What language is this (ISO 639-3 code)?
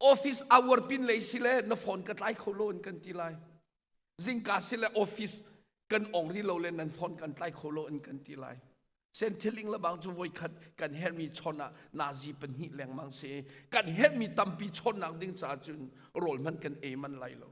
cnh